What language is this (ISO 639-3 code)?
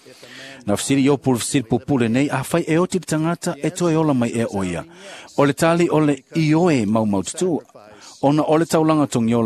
smo